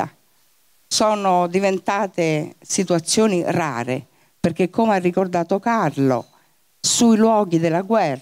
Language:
Italian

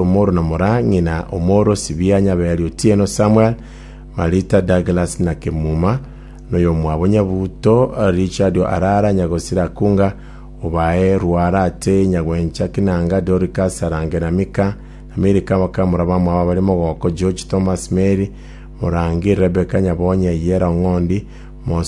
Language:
Gusii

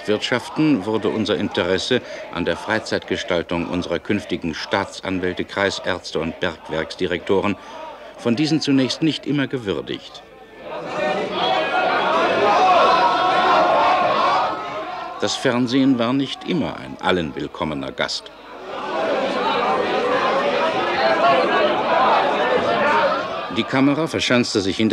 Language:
German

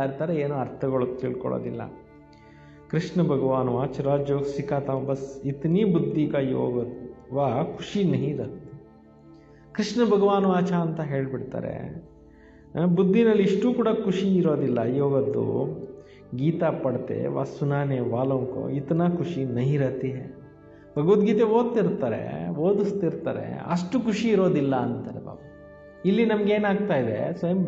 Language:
Kannada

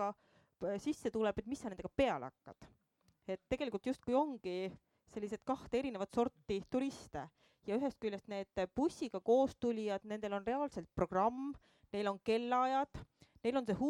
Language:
Estonian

